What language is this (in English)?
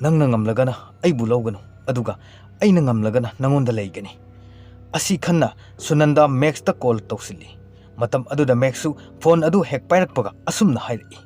Manipuri